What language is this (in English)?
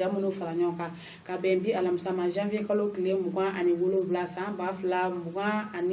Bambara